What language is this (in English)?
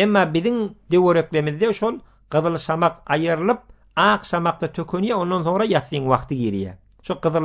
Turkmen